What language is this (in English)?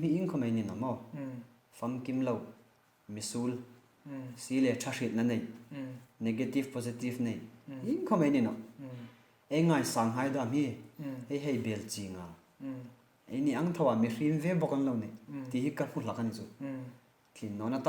Hmar